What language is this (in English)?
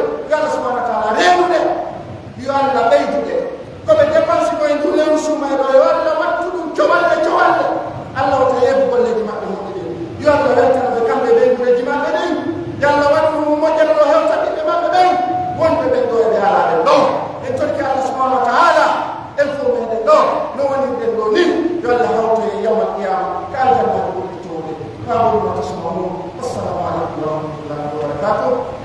Pular